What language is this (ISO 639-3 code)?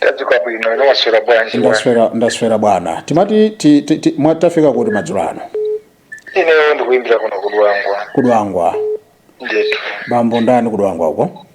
nya